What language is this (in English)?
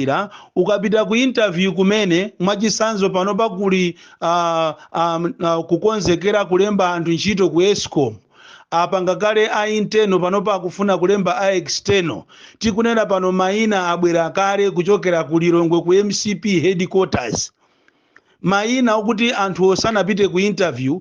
Nyanja